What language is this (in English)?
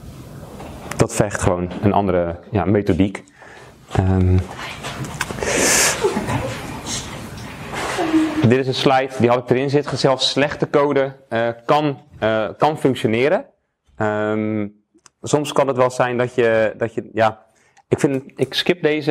Dutch